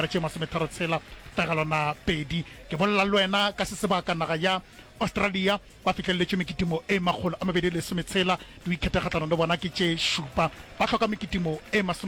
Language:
Northern Sotho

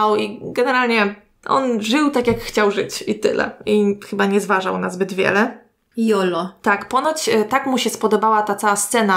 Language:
Polish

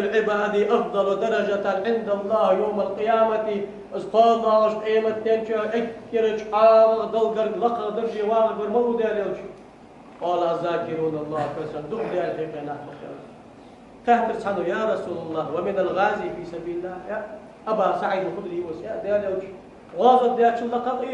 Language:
Ingush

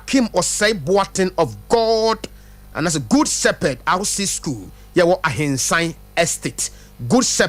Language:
Akan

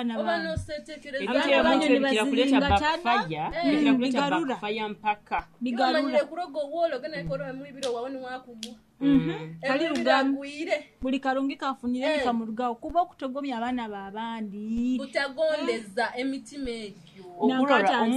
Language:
Nyoro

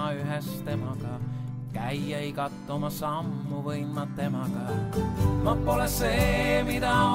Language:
Estonian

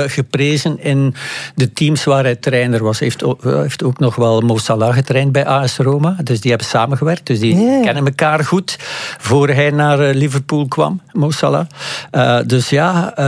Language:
Dutch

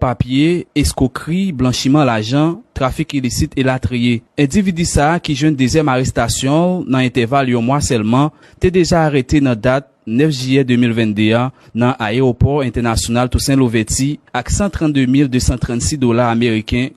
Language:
Haitian Creole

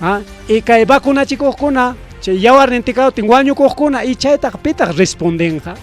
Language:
Ayacucho Quechua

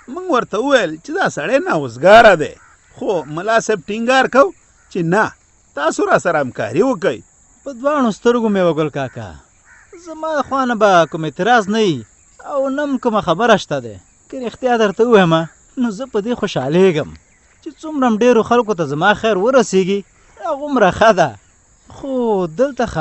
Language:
Pashto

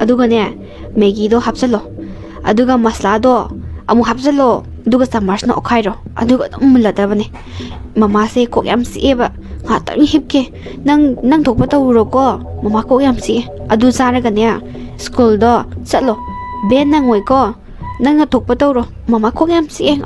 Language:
Manipuri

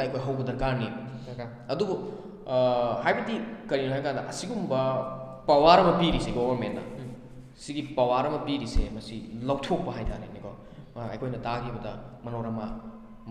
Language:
Manipuri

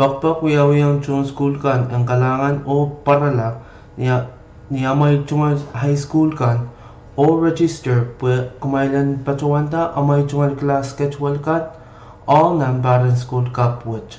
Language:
Pohnpeian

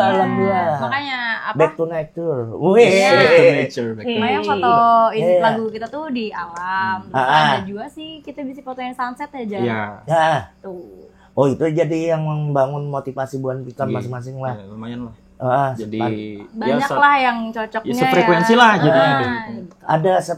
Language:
Banjar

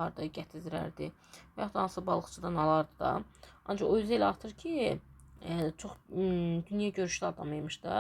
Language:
Azerbaijani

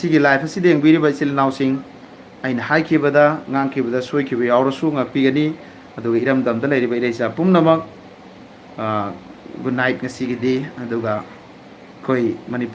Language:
Manipuri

